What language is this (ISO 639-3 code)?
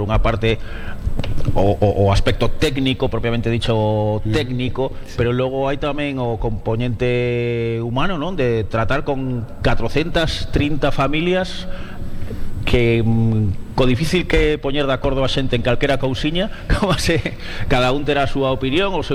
glg